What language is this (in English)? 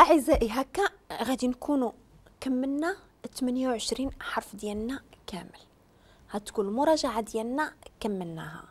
Moroccan Arabic